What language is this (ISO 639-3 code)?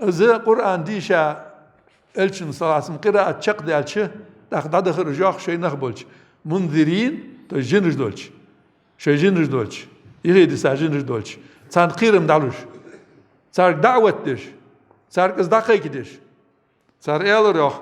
inh